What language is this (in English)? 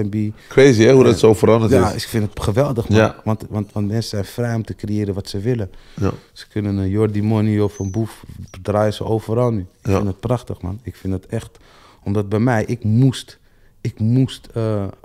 Dutch